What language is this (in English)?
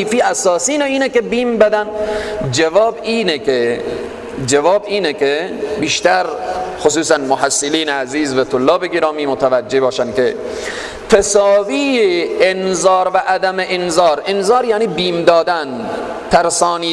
Persian